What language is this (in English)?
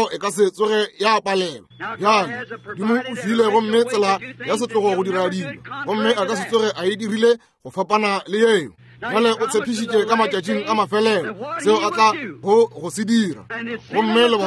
Northern Sotho